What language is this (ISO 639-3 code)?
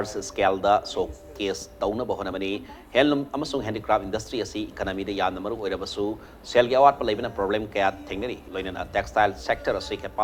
mni